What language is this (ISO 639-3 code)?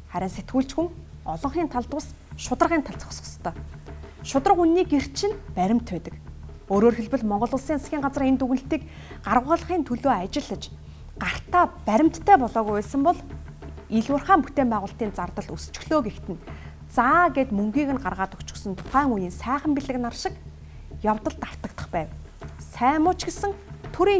mon